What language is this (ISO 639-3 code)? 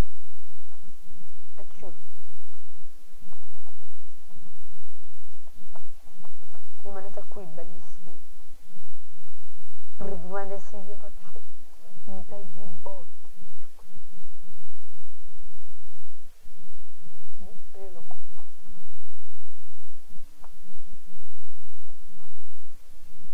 ita